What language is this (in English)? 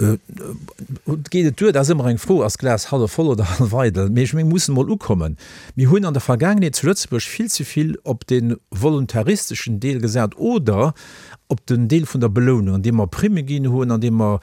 Luxembourgish